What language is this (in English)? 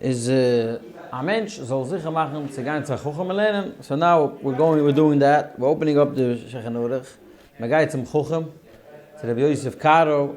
Yiddish